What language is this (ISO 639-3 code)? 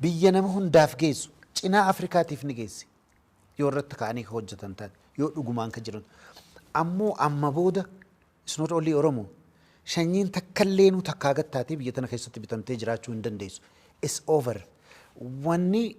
orm